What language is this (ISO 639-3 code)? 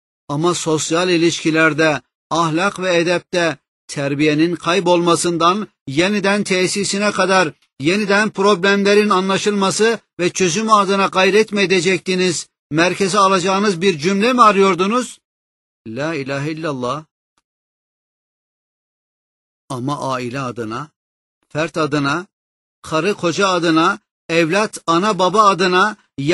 tur